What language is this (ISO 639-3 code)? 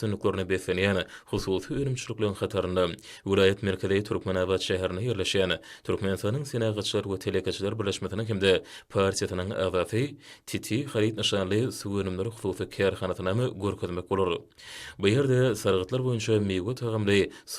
tuk